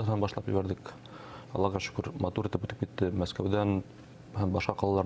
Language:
Bashkir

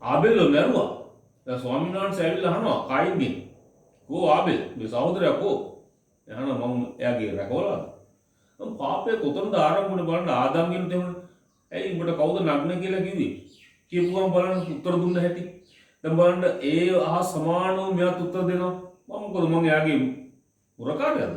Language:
Sinhala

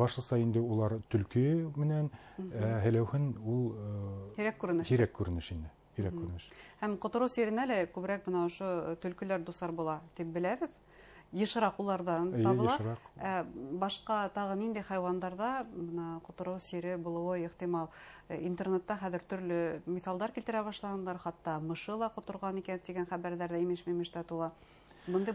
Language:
Bashkir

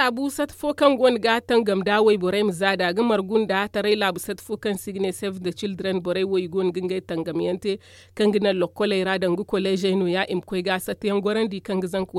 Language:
Zarma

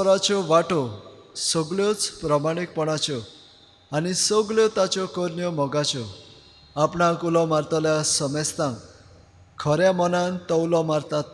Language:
Konkani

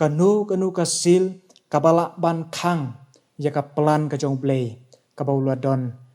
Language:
Khasi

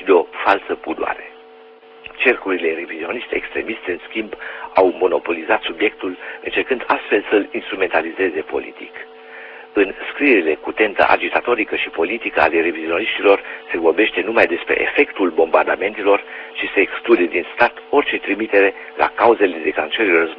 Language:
Romanian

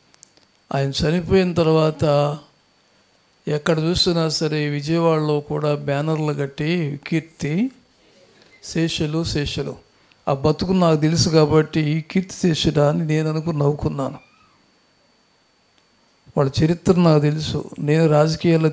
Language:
Telugu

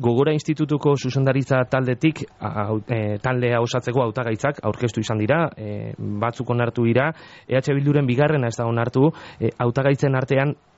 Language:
Basque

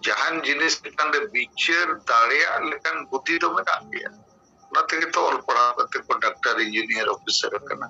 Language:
Santali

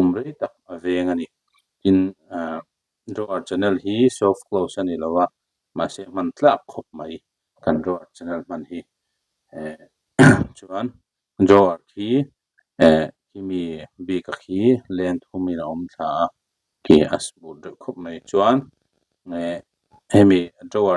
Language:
Mizo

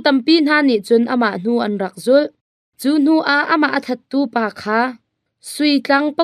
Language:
Hakha Chin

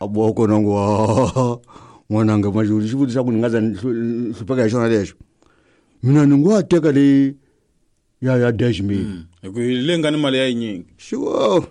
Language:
Tsonga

